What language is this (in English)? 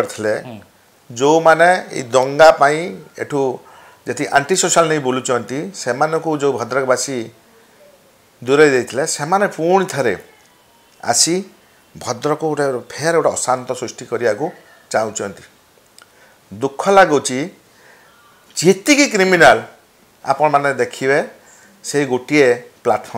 Odia